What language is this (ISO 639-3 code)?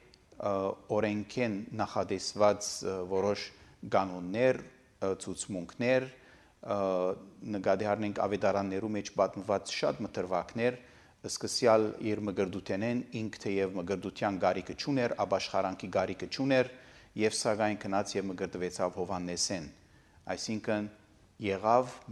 hye